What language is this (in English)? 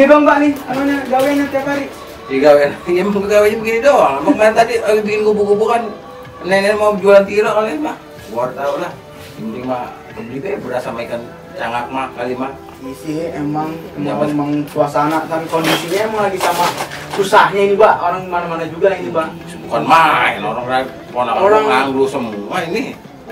Betawi